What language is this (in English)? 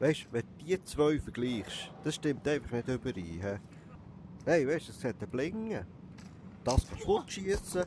Swiss German